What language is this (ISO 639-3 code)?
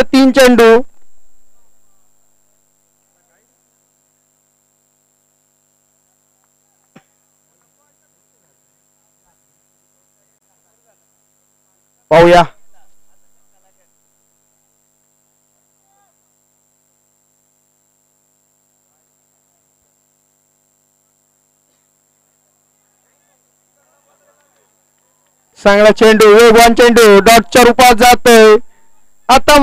mar